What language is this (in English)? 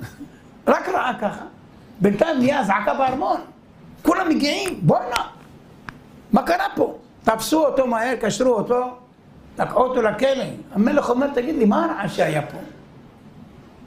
Hebrew